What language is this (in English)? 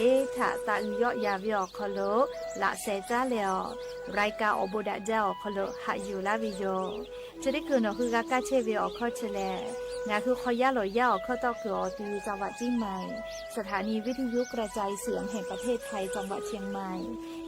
Lahu